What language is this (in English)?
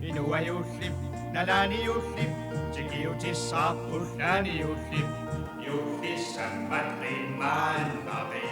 Kalaallisut